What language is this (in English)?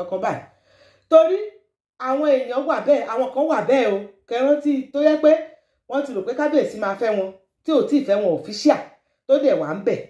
Yoruba